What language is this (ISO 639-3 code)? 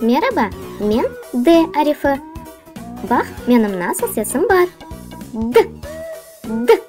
crh